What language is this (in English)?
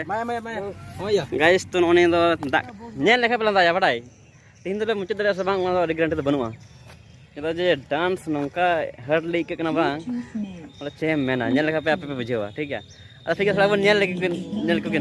Santali